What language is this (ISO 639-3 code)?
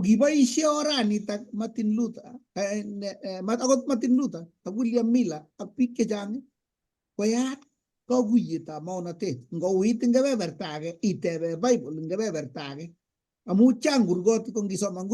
kln